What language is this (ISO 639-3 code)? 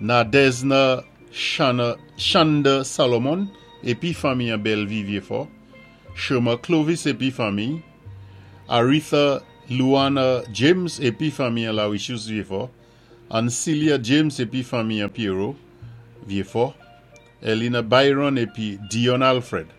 acf